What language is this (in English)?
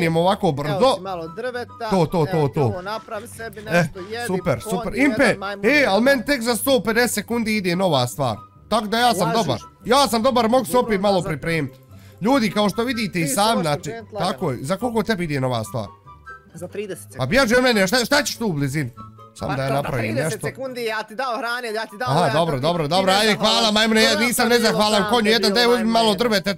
Bosnian